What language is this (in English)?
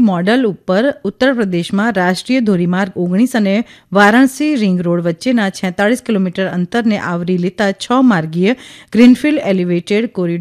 Gujarati